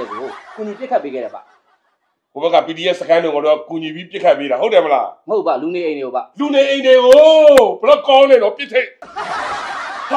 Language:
Burmese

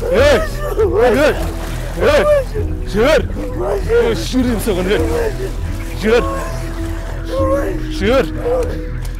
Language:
Kazakh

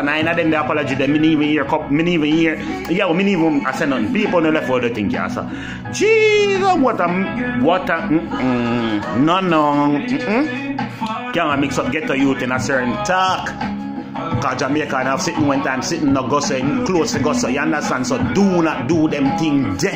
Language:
Jamaican Creole English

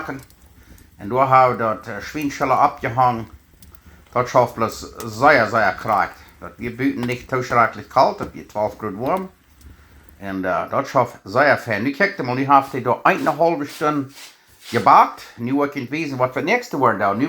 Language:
Plautdietsch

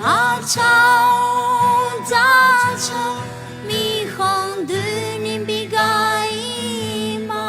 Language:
Akha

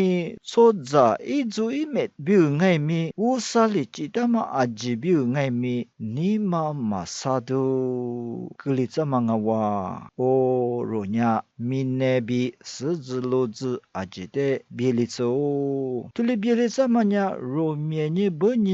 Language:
Lisu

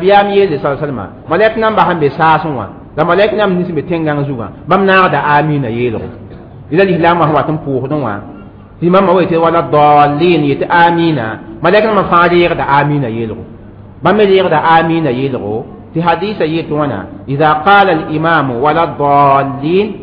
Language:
Mossi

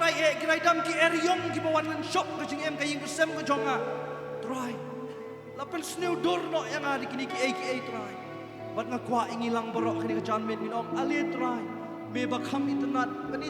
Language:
Khasi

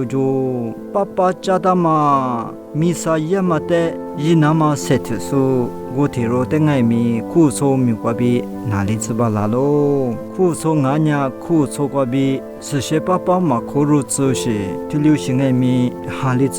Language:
Lisu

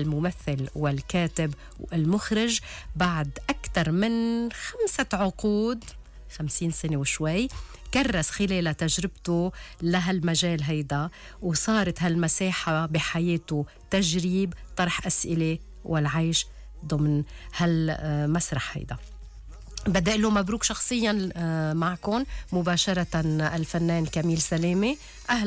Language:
North Levantine Arabic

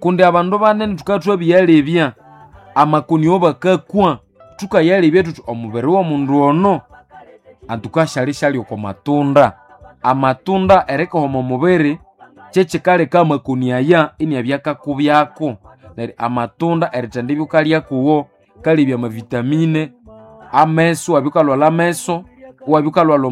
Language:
Nande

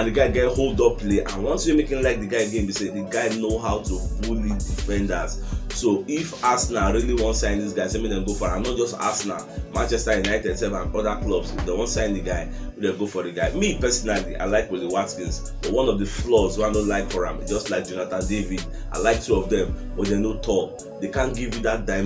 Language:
Nigerian Pidgin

